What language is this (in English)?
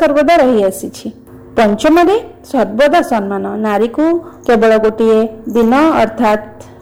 Odia